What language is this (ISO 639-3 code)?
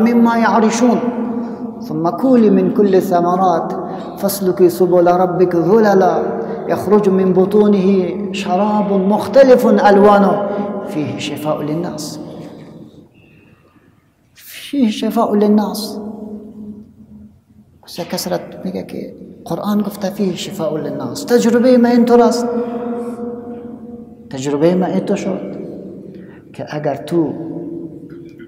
fas